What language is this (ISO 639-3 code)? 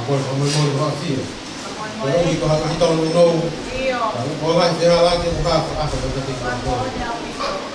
ton